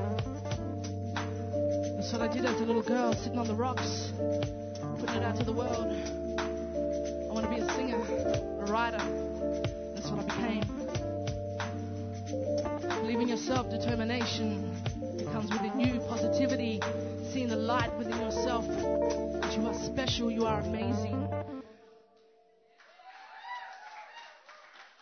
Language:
English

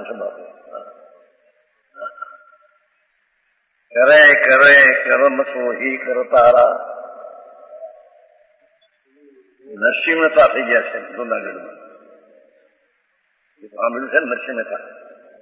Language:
Gujarati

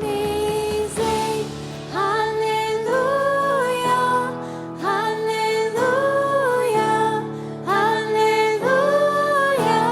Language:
Plautdietsch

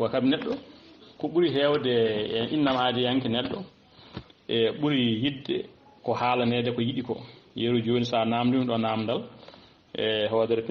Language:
Fula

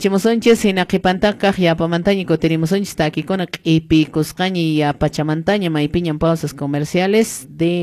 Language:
Quechua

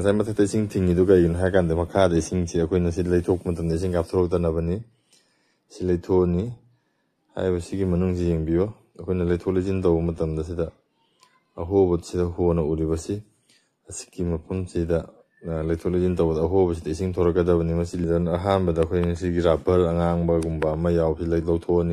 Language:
Manipuri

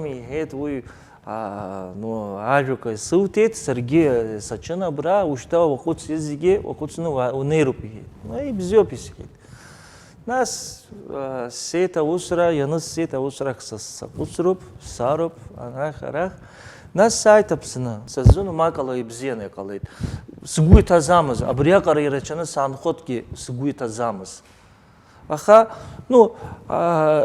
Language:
Abkhazian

